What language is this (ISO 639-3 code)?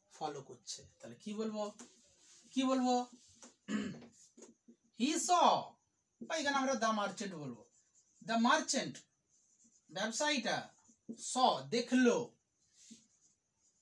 ben